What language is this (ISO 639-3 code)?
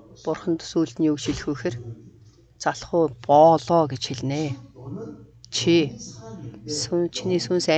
mon